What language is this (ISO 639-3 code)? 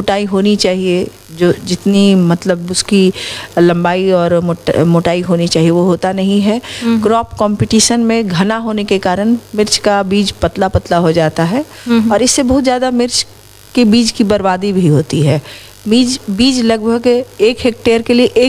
hin